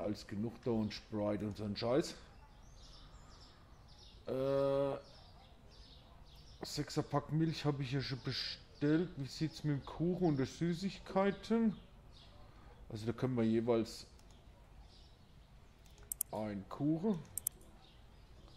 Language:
German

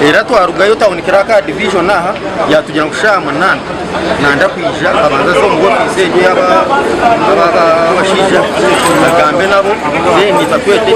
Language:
Nyankole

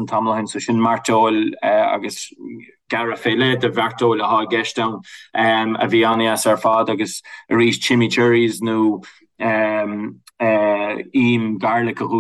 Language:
Irish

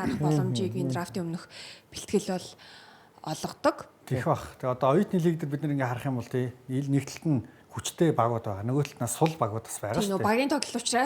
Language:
Mongolian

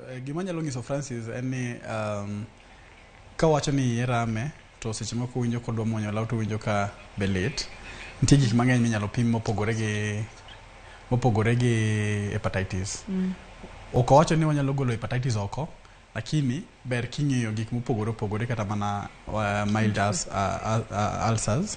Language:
Luo (Kenya and Tanzania)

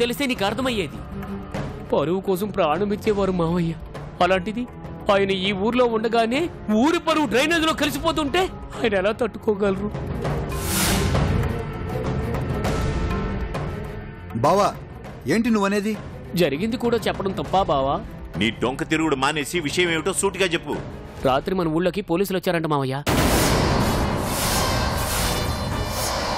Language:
Telugu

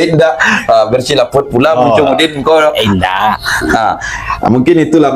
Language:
Minangkabau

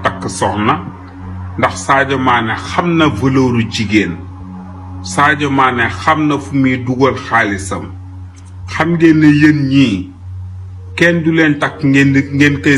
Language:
Wolof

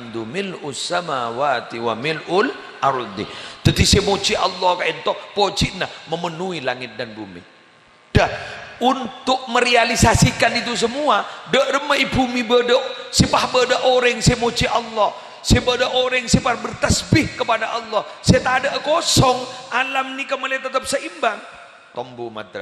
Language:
Madurese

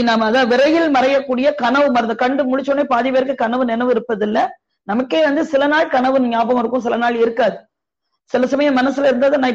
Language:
Tamil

